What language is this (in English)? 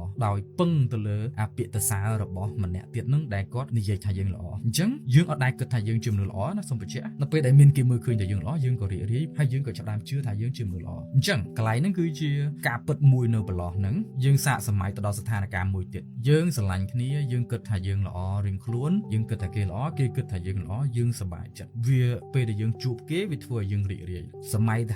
Khmer